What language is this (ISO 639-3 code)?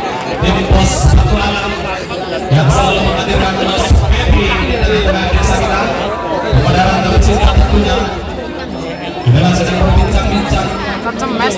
ind